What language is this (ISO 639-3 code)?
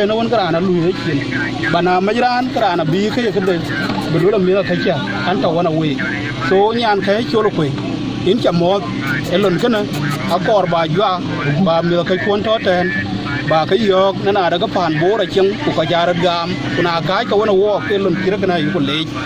din